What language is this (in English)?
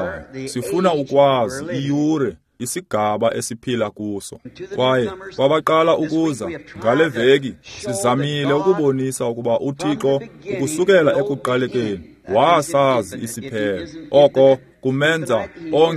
Xhosa